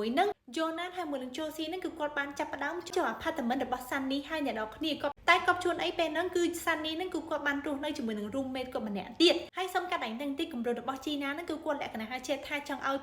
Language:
Khmer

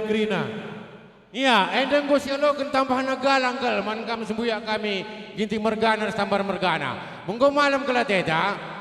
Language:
Batak Karo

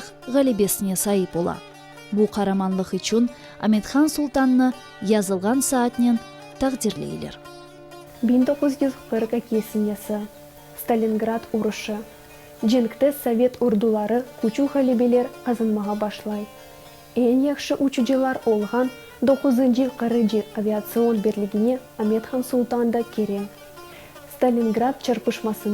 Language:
Crimean Tatar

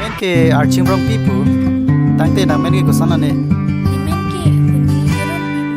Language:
Karbi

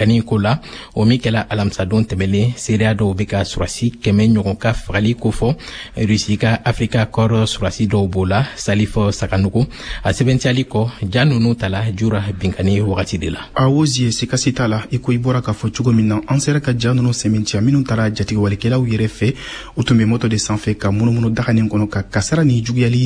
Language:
Bambara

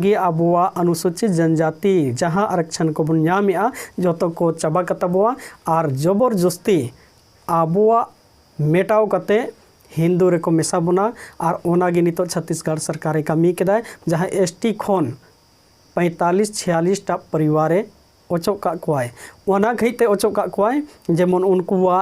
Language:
Santali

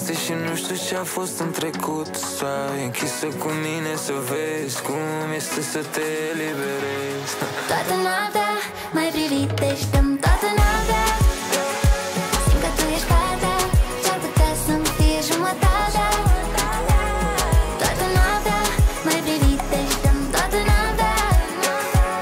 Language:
Romanian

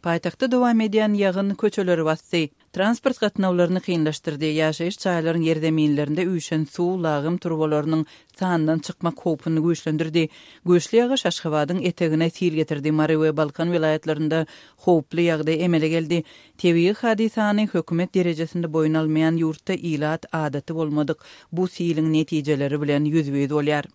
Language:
Turkmen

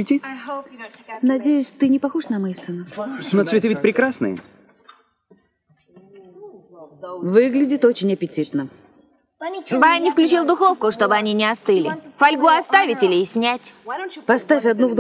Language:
Russian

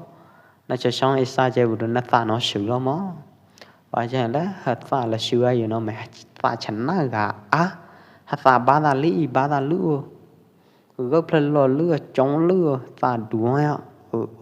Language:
Pwo Eastern Karen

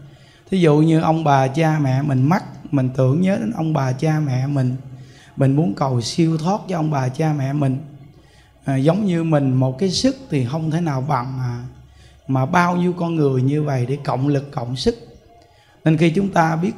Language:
Vietnamese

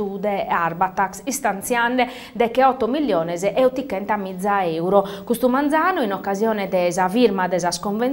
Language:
Sardinian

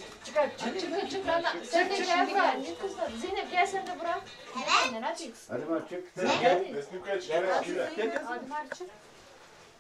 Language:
Turkish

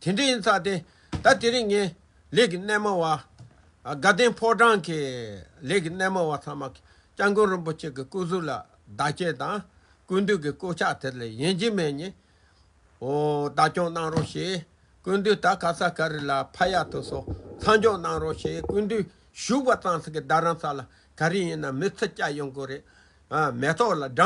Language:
Tibetan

